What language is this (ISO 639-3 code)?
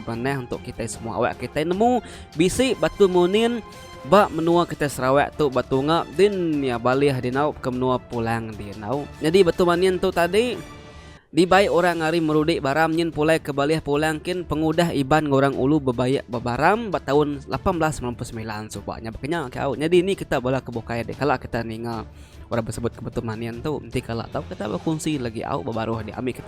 iba